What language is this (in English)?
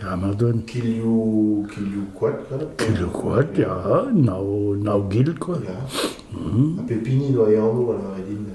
Breton